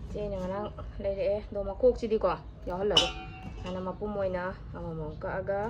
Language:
Manipuri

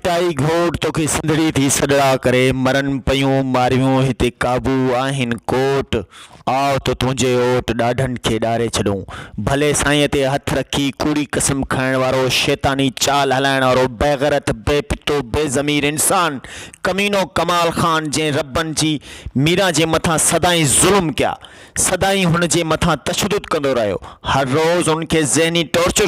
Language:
Sindhi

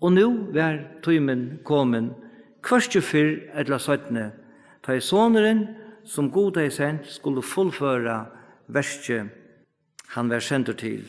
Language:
Faroese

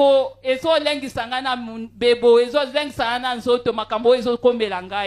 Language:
Lingala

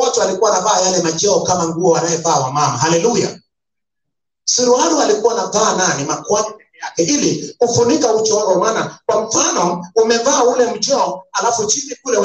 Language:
Swahili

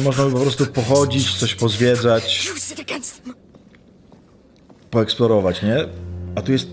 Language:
Polish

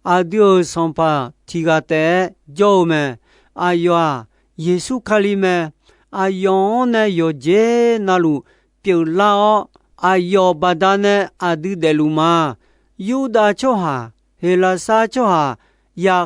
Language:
Akha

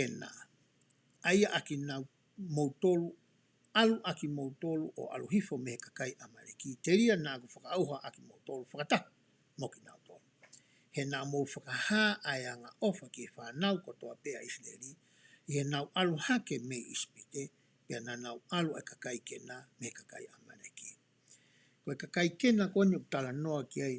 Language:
Tongan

